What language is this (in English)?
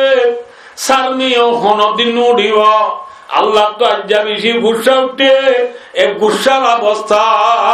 Rohingya